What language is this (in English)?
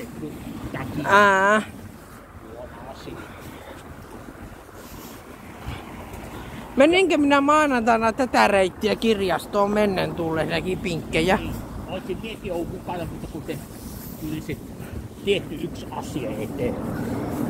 Finnish